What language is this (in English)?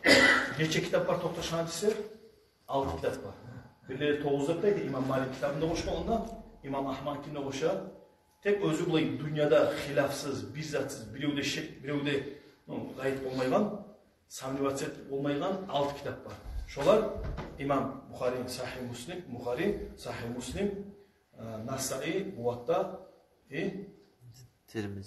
Kumyk